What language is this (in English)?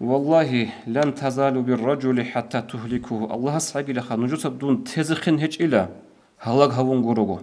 Avaric